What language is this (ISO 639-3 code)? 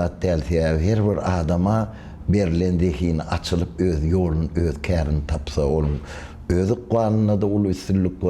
tuk